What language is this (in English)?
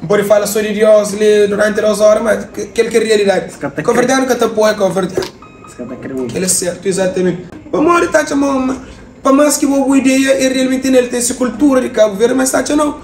Kabuverdianu